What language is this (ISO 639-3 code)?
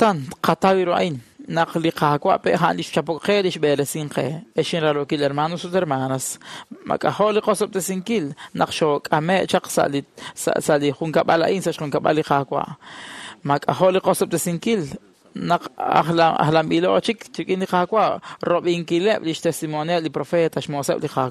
kek